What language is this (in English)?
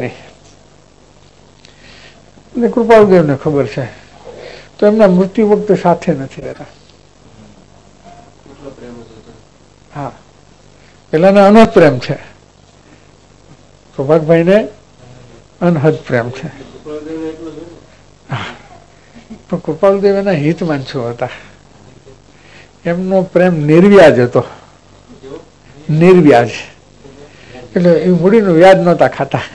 Gujarati